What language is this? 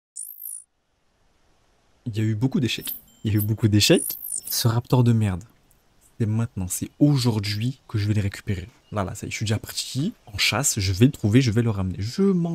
French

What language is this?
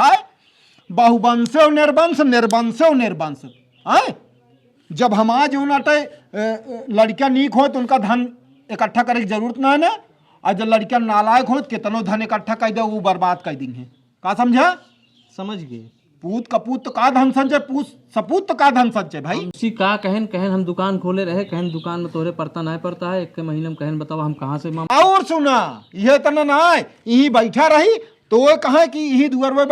Awadhi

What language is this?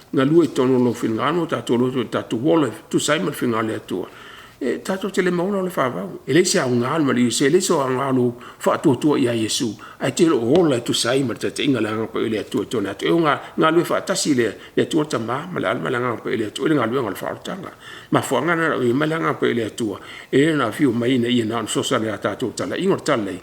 Samoan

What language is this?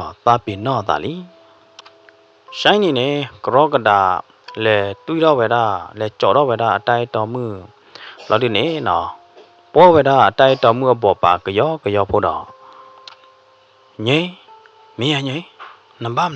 S'gaw Karen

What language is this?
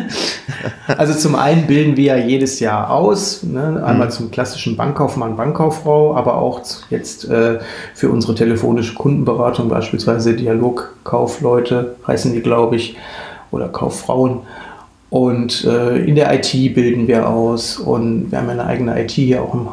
German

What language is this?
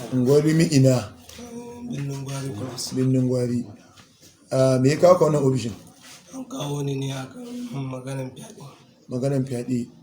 Hausa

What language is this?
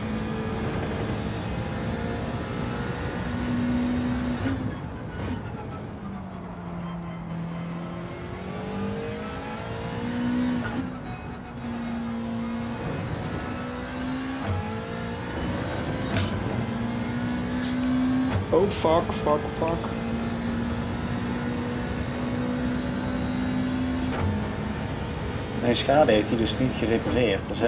Dutch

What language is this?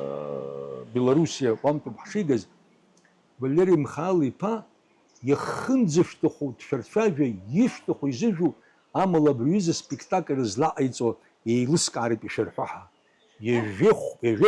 Abkhazian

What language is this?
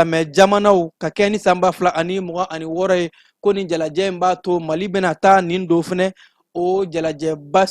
Bambara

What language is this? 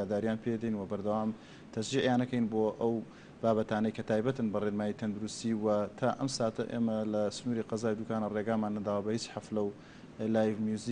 Central Kurdish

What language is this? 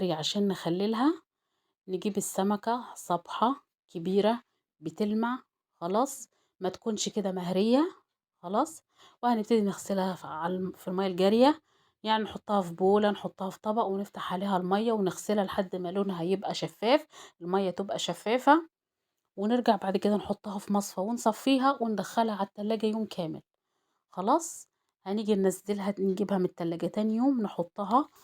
Egyptian Arabic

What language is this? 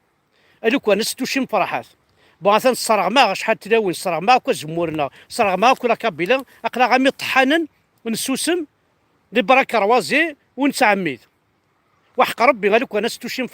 Kabyle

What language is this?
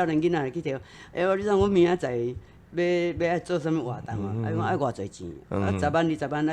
Min Nan Chinese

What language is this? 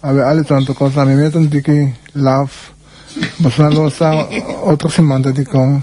Papiamento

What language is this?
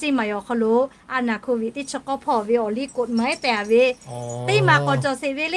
Lahu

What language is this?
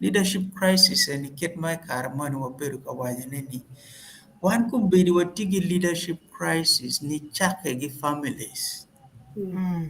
Acoli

